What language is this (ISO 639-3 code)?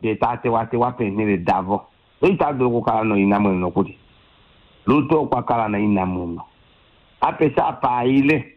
kua